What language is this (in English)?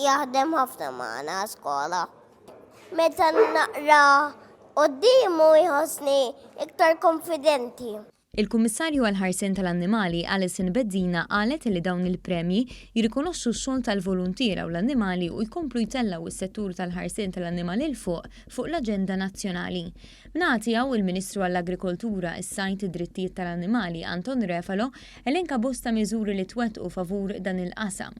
Maltese